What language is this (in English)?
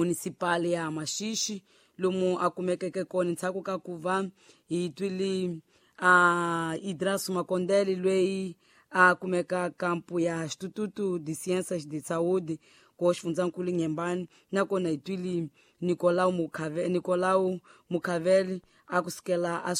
Tsonga